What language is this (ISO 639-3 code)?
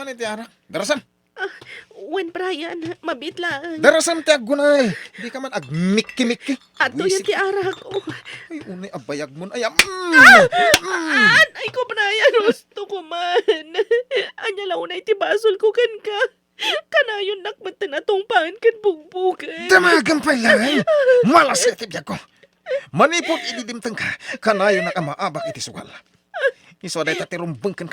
ilo